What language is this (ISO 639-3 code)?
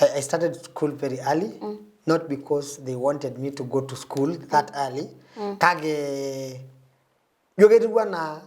mas